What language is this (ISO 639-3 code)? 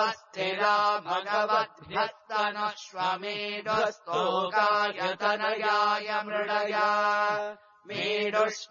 san